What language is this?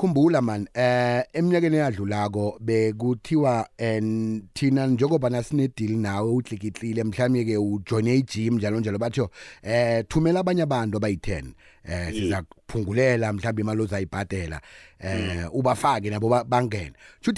South Ndebele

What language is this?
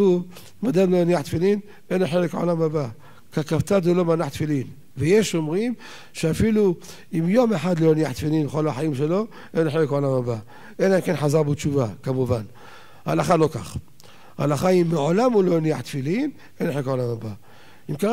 Hebrew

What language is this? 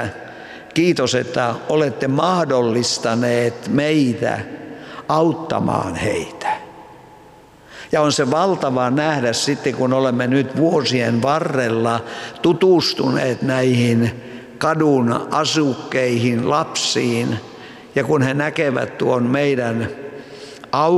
Finnish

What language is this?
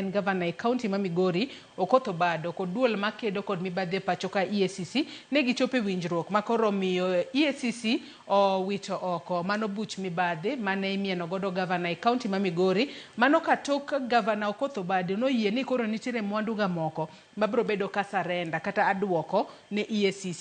Luo (Kenya and Tanzania)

